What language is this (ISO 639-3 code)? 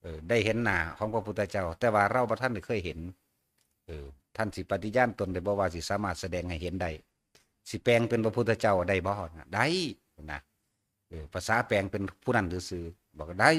tts